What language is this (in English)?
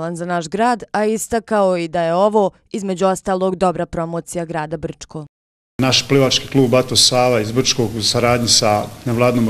Bosnian